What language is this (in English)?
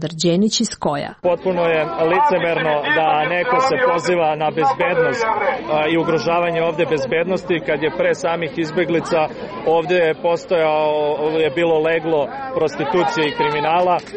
Serbian